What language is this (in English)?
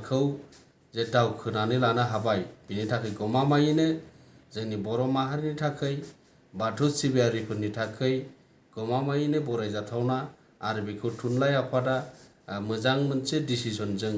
Bodo